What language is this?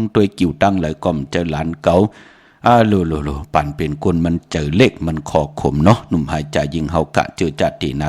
Shan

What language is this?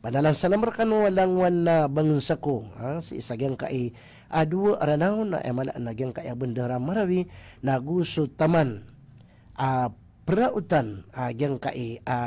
Maranao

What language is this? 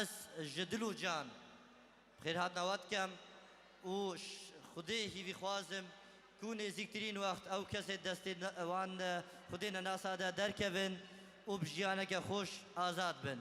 Kurdish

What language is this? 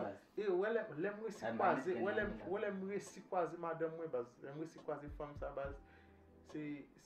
Haitian Creole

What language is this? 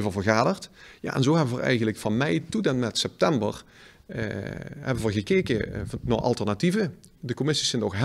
Limburgish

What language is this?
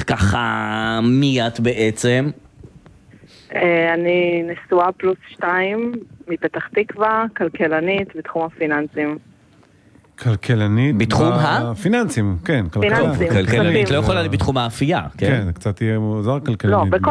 Hebrew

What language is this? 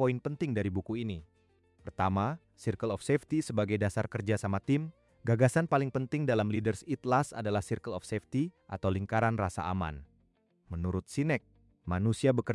Indonesian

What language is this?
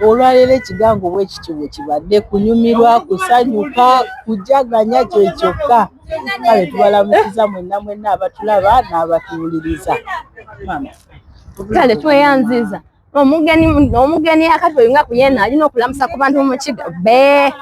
Soga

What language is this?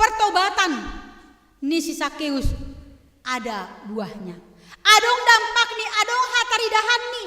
Batak Simalungun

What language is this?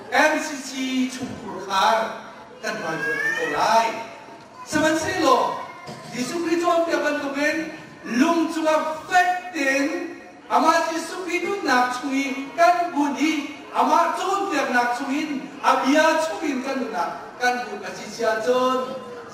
Hakha Chin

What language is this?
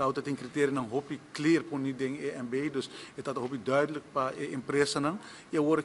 Papiamento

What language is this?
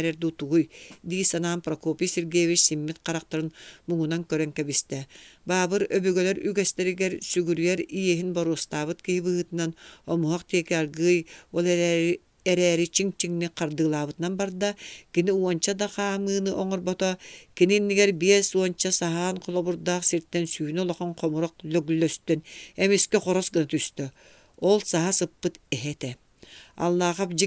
Yakut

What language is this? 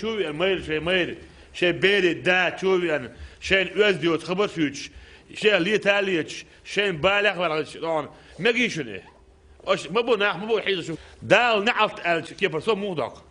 Chechen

